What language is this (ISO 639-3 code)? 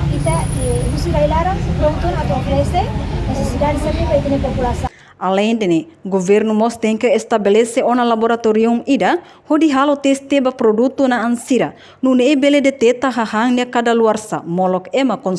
tet